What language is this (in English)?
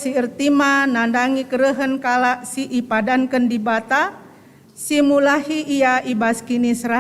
Batak Karo